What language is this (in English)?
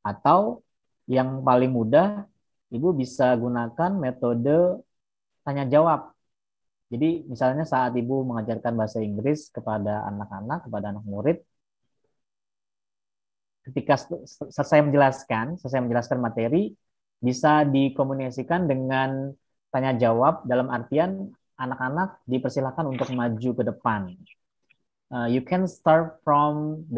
Indonesian